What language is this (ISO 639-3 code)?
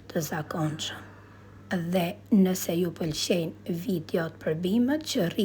sqi